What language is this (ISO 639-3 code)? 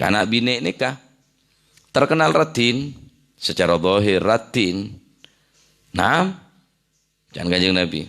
mad